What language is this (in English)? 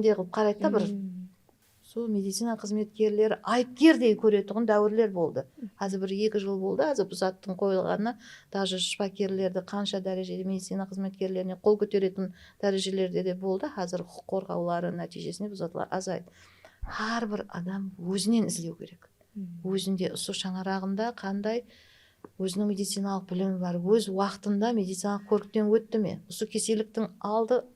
Kara-Kalpak